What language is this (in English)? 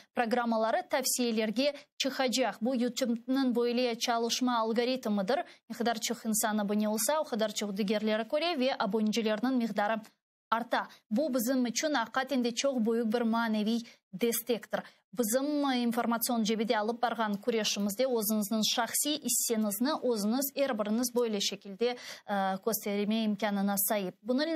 Crimean Tatar